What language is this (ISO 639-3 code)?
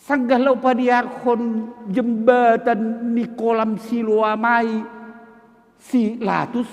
bts